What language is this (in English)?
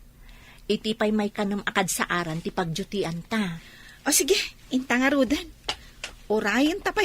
Iloko